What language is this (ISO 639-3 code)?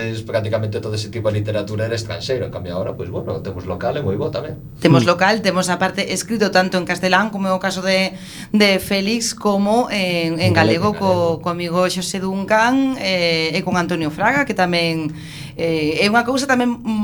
glg